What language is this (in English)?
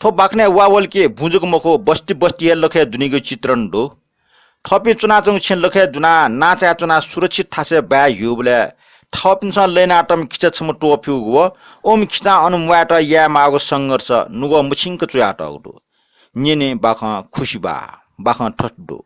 Newari